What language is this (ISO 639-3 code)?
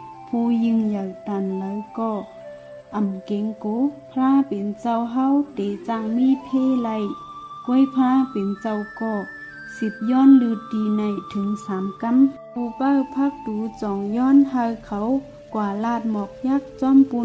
shn